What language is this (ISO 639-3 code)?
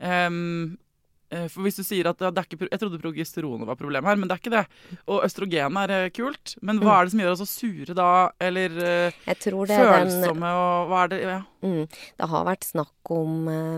nor